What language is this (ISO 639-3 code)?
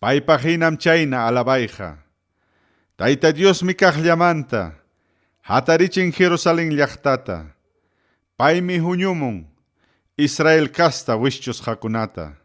quy